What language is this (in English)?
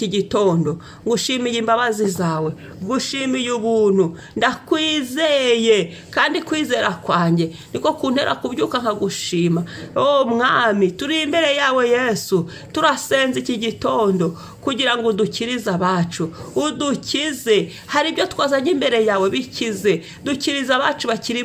Kinyarwanda